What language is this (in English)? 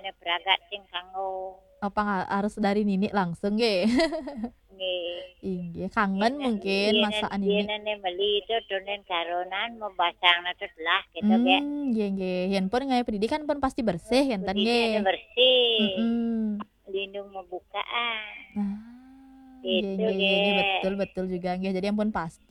Balinese